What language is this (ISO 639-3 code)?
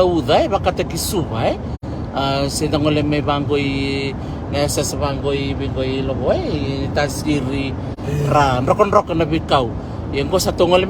fij